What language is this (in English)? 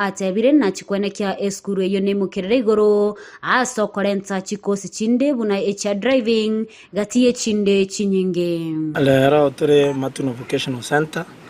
Gusii